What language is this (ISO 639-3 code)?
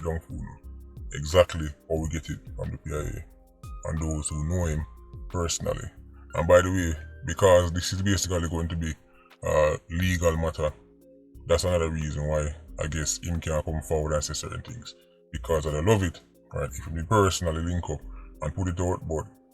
jam